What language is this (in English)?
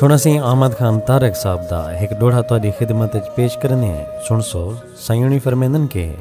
Saraiki